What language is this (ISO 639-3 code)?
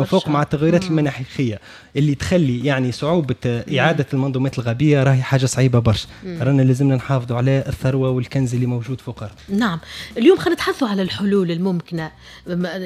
aeb